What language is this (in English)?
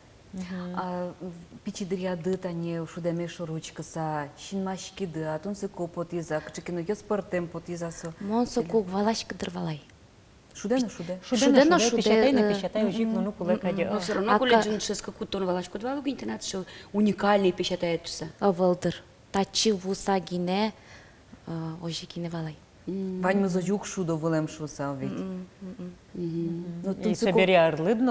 Udmurt